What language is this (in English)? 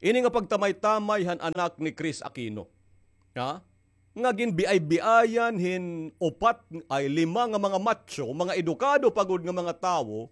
Waray